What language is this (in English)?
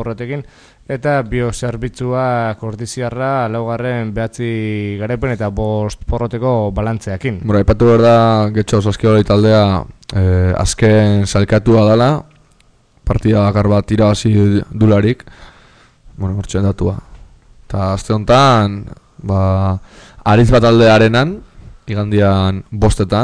Basque